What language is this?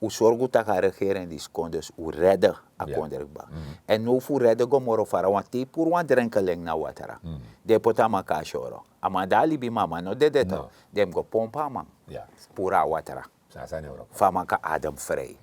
Sranan Tongo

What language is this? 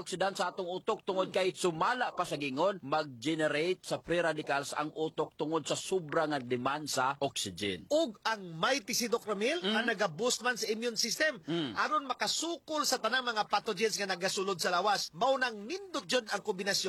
Cebuano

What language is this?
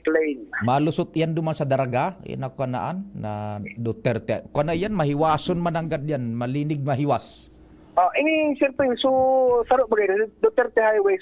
Bikol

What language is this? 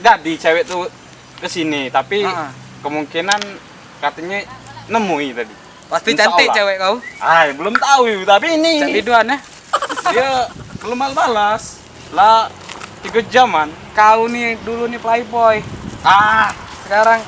Musi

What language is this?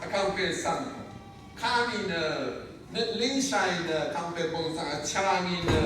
Rawang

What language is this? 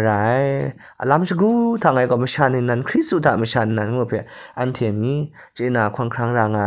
Kachin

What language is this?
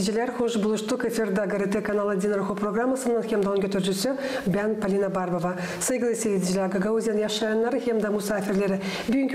Gagauz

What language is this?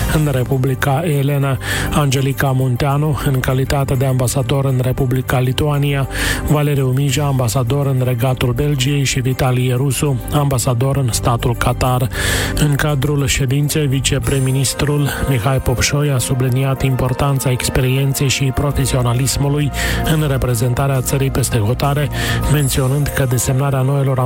Romanian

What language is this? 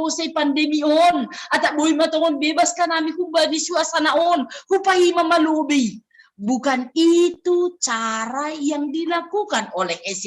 Batak Simalungun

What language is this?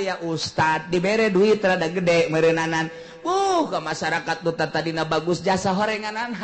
Sundanese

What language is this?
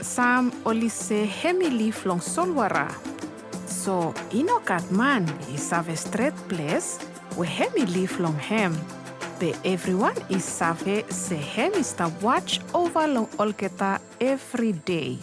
Bislama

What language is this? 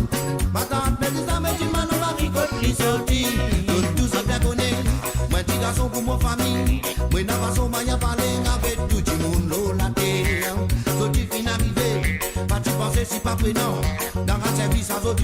Morisyen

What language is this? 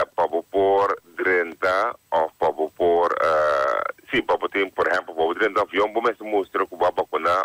Papiamento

